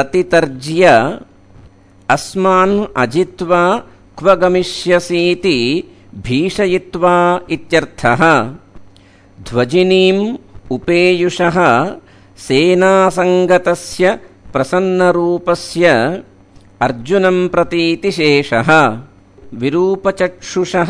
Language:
Sanskrit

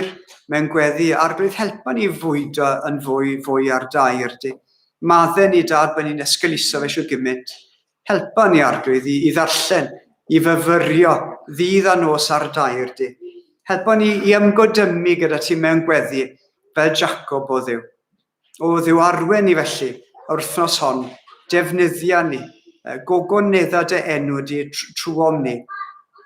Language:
Welsh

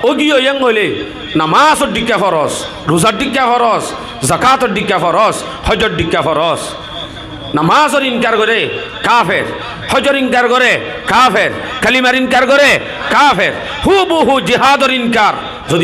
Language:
Rohingya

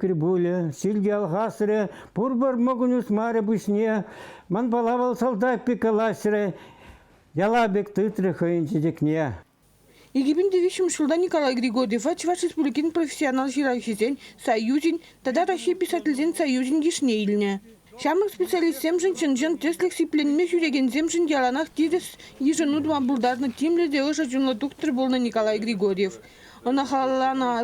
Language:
Chuvash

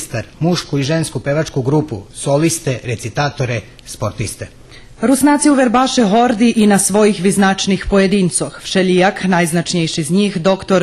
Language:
Rusyn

